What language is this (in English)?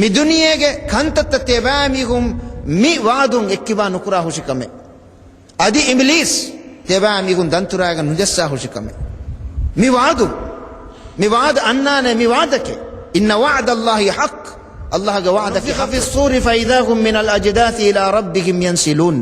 Divehi